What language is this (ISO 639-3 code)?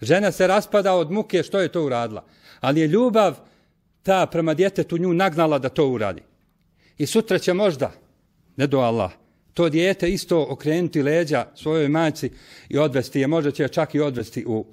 bos